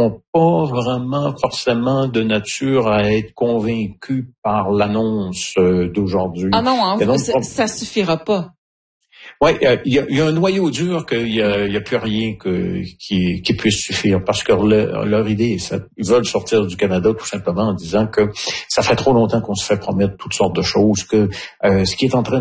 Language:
French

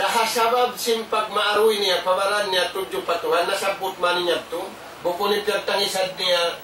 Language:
Tausug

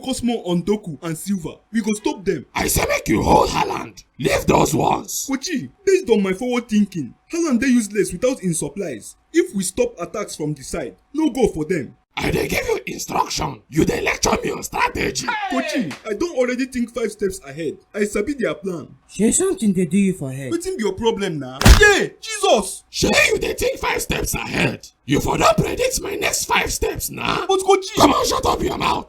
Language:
Nigerian Pidgin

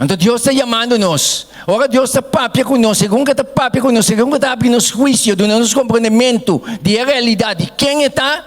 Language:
Papiamento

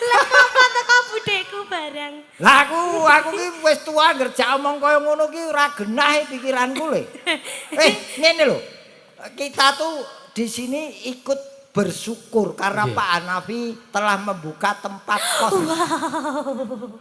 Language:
Javanese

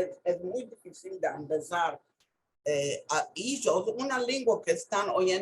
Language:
Ladino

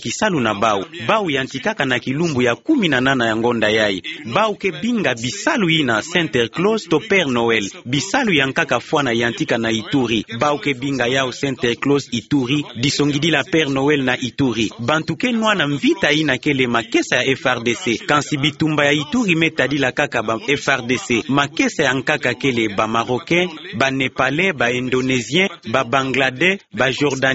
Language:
Kituba (Democratic Republic of Congo)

